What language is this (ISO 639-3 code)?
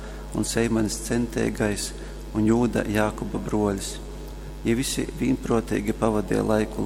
ltg